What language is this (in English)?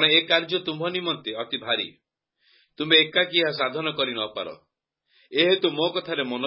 Odia